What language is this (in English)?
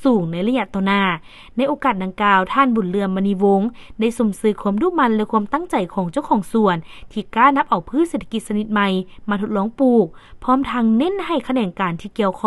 Lao